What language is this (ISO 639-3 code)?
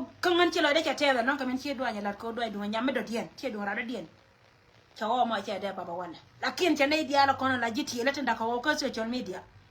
nus